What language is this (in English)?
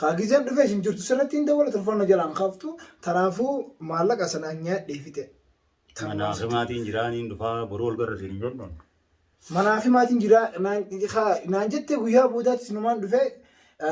Oromo